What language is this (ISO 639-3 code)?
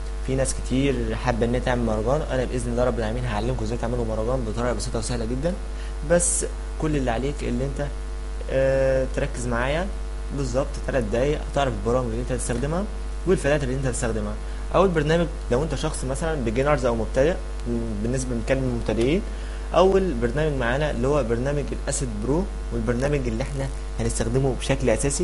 arz